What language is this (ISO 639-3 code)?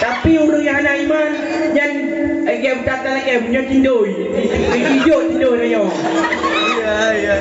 ace